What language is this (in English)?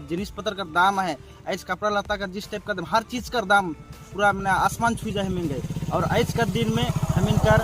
Sadri